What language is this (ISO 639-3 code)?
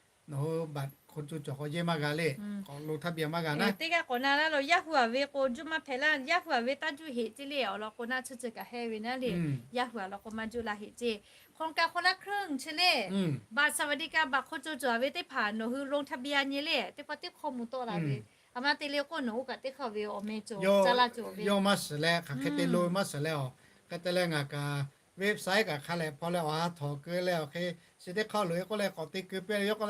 lhu